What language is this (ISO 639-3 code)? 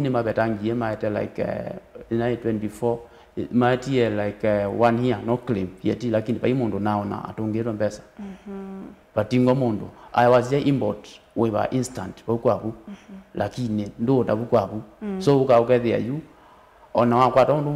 kam